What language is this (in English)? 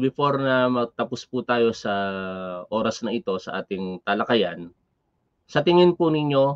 Filipino